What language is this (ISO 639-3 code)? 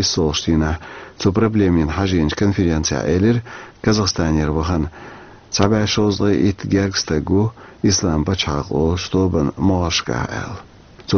che